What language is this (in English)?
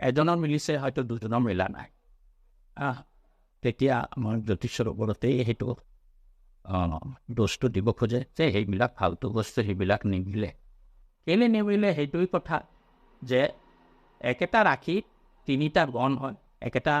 Assamese